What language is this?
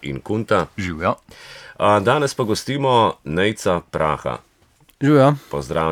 Slovenian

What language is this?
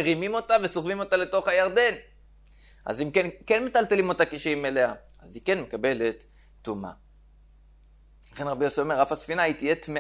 Hebrew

